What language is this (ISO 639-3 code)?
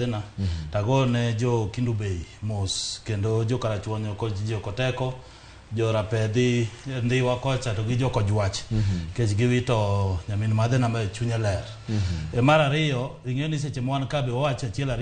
luo